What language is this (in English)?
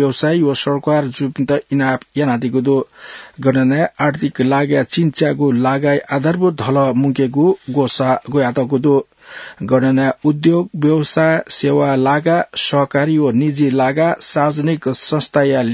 Newari